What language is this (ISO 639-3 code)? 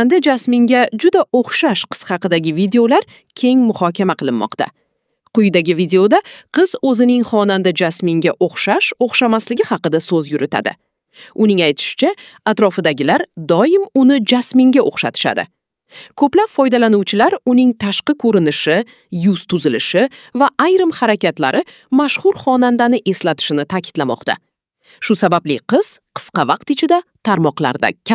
uzb